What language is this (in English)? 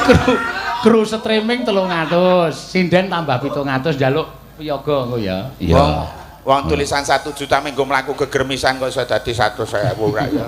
Javanese